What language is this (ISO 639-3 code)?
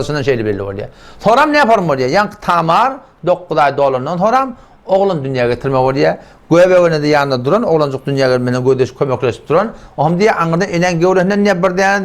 tuk